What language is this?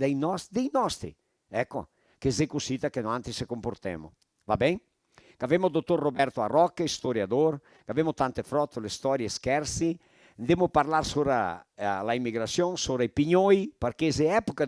Venetian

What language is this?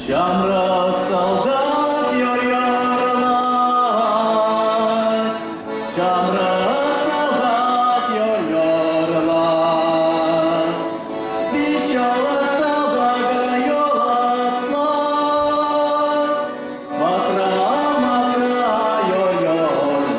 Chuvash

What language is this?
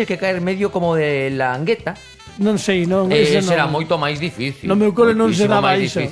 Galician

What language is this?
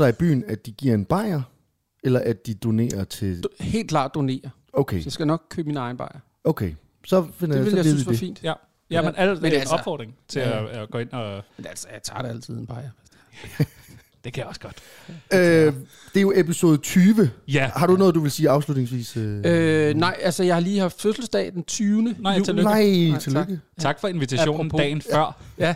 Danish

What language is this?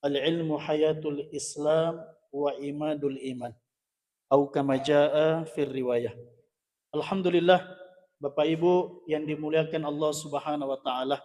Buginese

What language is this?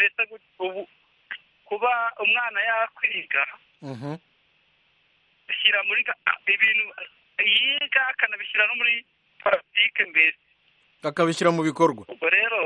Kinyarwanda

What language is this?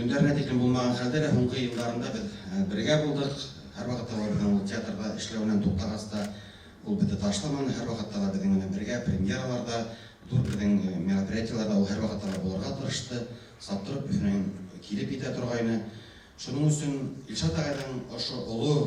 Bashkir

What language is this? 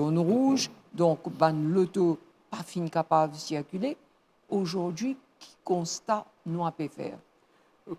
Morisyen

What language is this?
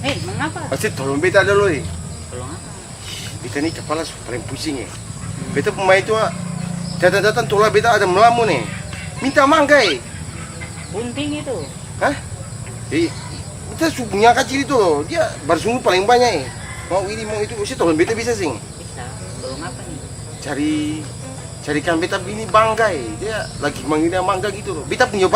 Ambonese Malay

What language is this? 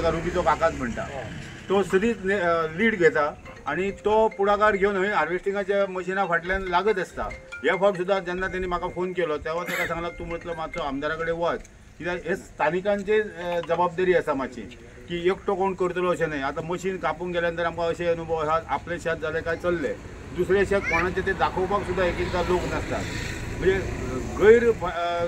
Konkani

